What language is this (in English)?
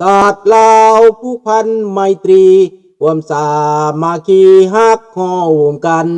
Lao